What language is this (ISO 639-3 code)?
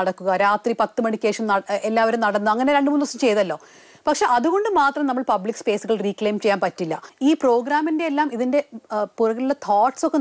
mal